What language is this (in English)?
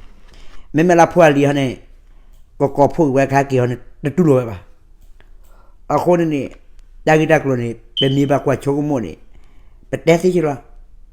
S'gaw Karen